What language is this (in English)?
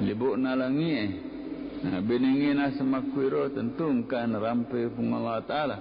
Buginese